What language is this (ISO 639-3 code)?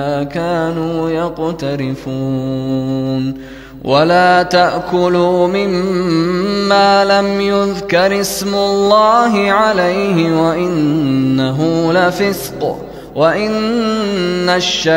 ara